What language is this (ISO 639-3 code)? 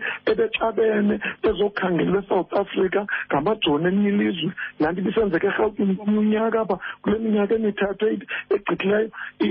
xho